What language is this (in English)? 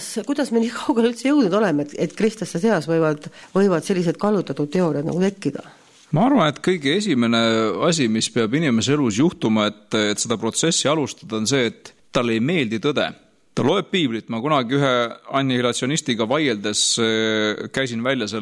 Estonian